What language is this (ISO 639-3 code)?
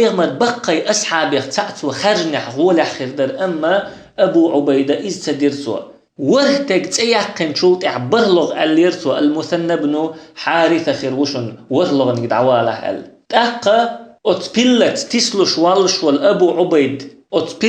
che